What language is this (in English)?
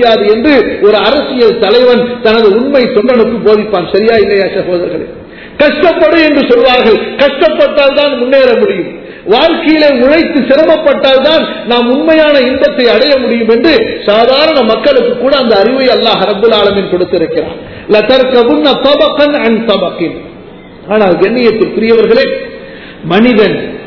Tamil